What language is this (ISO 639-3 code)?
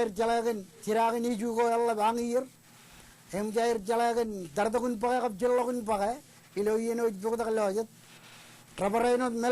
mah